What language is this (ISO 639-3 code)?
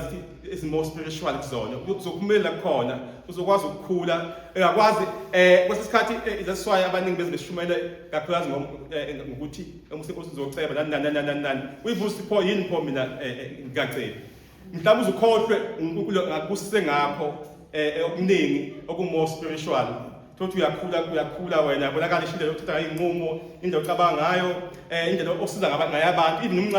zul